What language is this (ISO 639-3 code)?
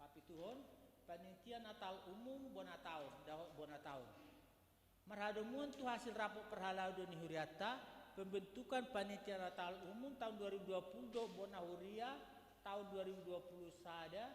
bbc